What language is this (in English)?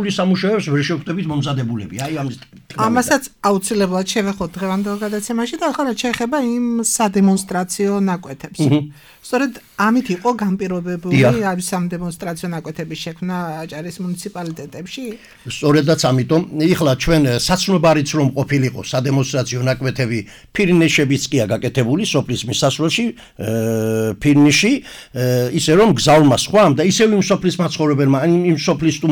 Georgian